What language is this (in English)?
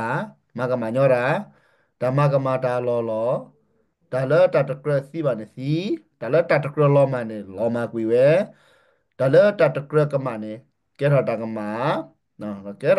S'gaw Karen